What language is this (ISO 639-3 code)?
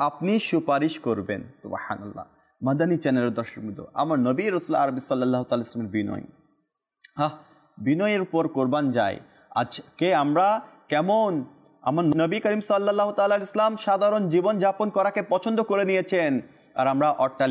ben